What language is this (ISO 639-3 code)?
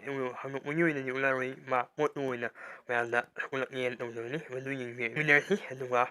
mni